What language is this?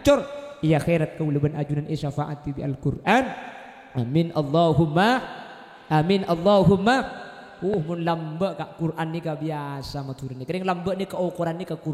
Madurese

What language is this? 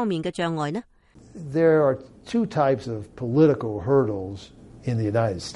Cantonese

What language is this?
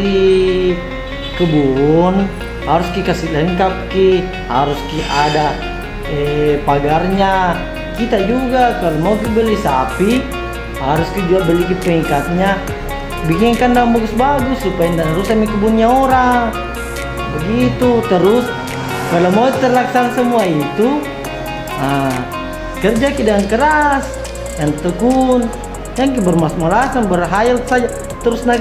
Makassar Malay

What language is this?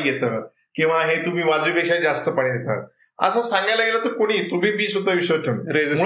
Marathi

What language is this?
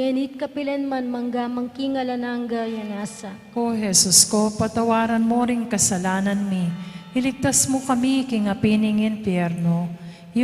Pampanga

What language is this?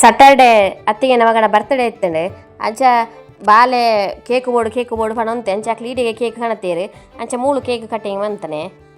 Tulu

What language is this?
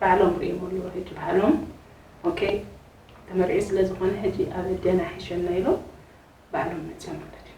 Tigrinya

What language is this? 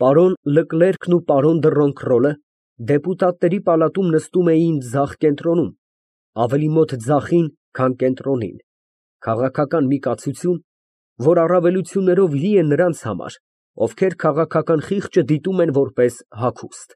Armenian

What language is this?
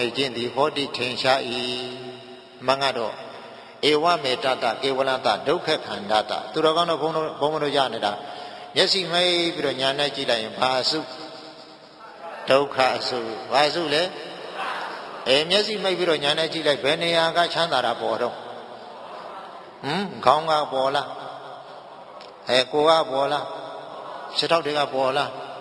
Burmese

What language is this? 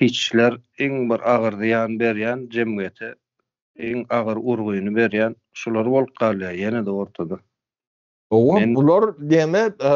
Turkmen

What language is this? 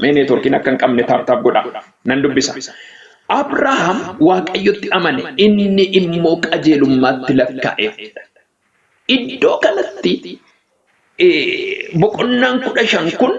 Oromo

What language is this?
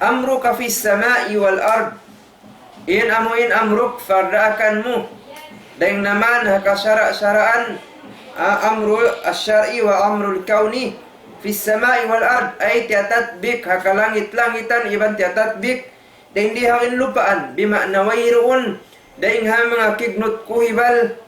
Tausug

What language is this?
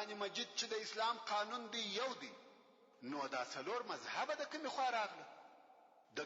Pashto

